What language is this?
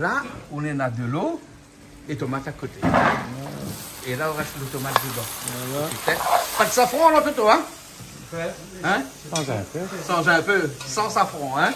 Réunion Creole French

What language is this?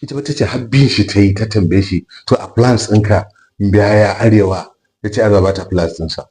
Hausa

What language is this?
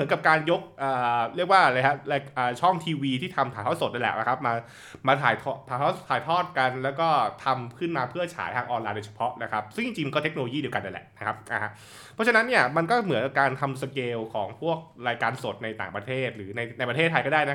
Thai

